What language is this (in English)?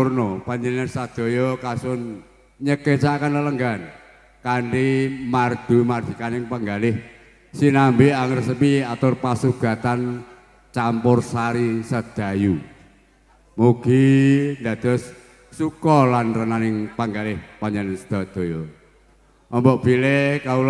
Javanese